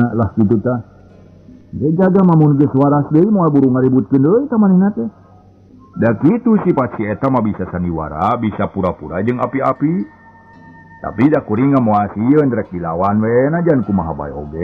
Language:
Sundanese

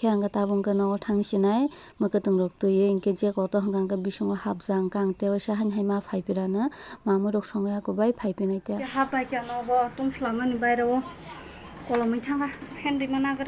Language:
Kok Borok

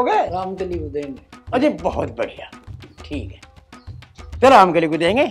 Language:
Haryanvi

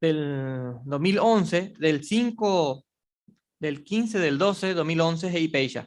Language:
Guarani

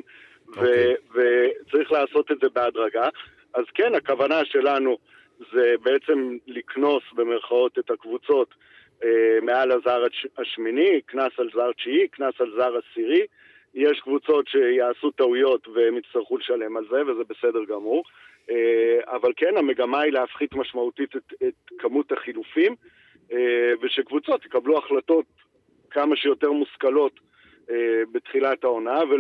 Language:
Hebrew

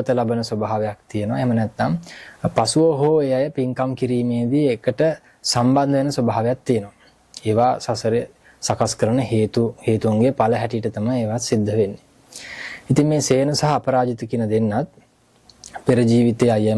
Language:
Sinhala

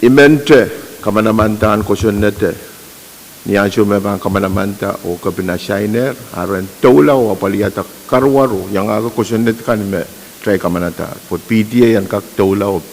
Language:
Pohnpeian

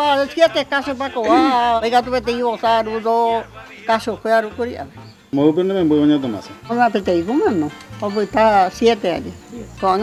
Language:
Guarani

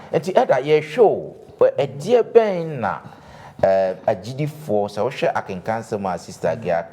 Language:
Akan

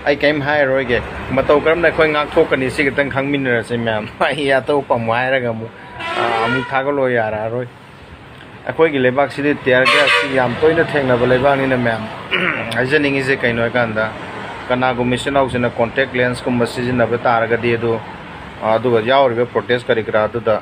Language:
Manipuri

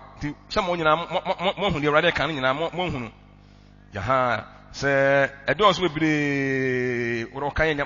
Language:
Akan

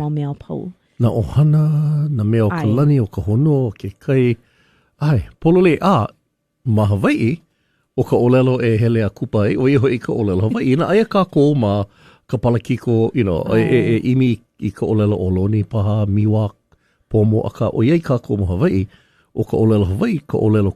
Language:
Hawaiian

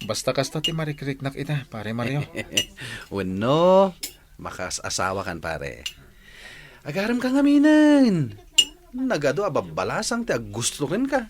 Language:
Iloko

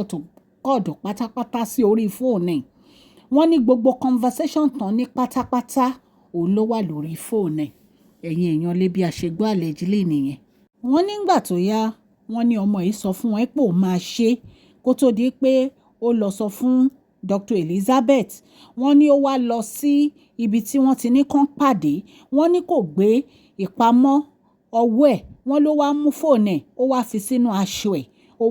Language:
Yoruba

